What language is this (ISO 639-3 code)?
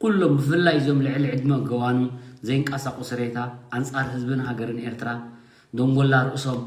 tir